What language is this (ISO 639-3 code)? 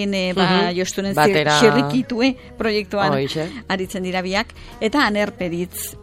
eus